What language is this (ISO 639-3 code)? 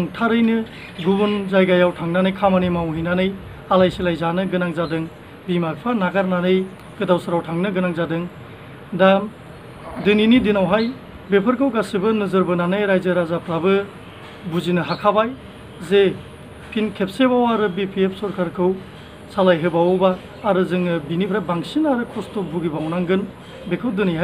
brx